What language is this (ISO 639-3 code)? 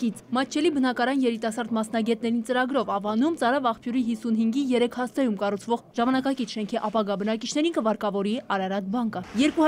hye